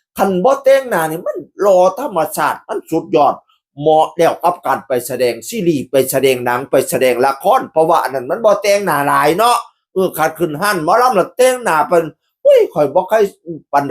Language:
Northeastern Thai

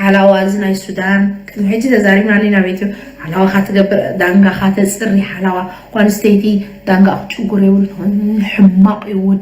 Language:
Tigrinya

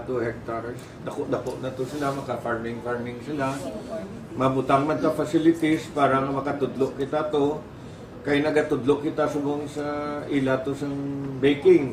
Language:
Hiligaynon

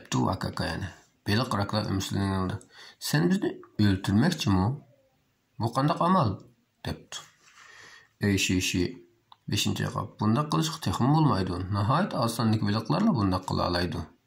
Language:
Uyghur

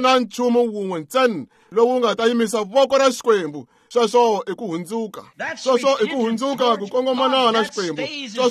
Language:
Tsonga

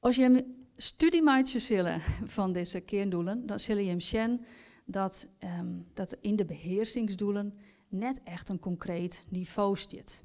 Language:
Western Frisian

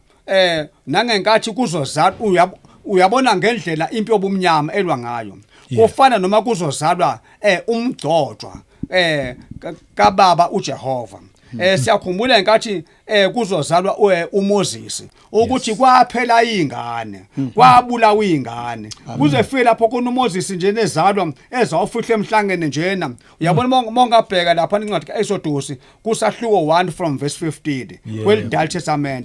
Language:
Zulu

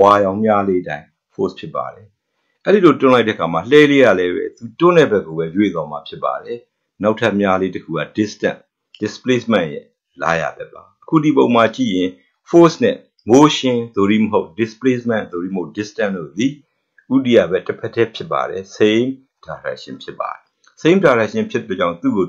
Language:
Burmese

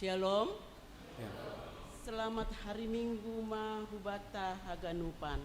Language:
Batak Simalungun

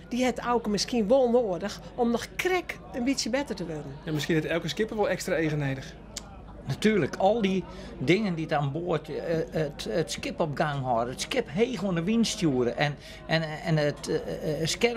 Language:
Western Frisian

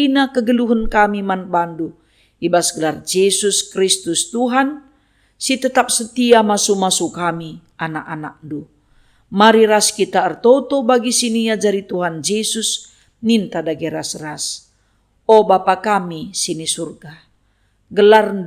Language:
Batak Karo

